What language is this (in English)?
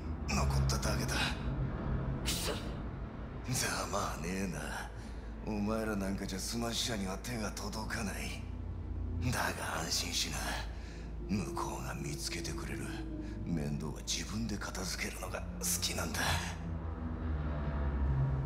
Japanese